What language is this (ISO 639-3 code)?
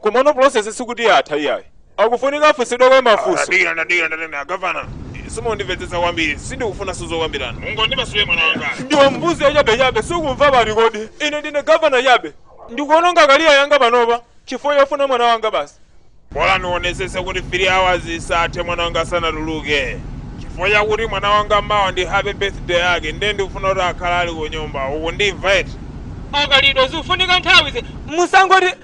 nya